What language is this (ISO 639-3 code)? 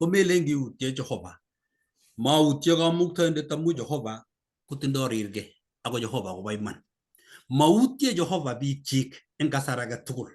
kln